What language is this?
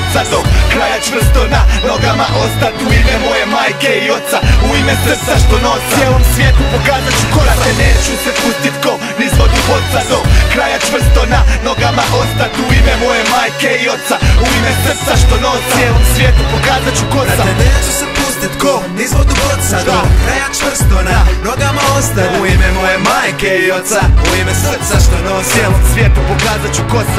Croatian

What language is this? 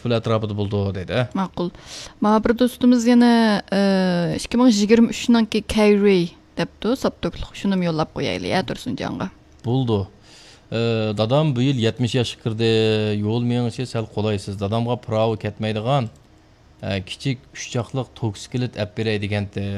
Uyghur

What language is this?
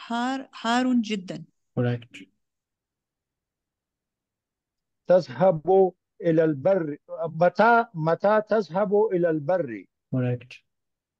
Urdu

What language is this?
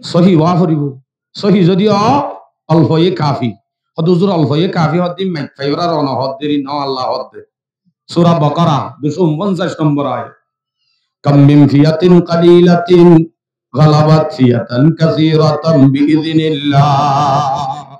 Rohingya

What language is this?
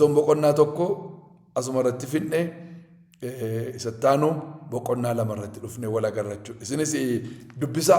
Oromo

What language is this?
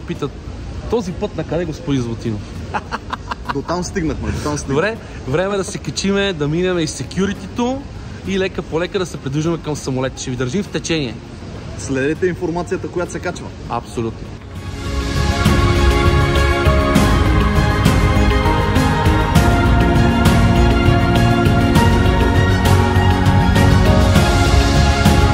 Bulgarian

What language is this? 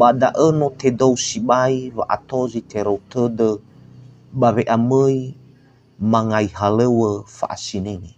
Nias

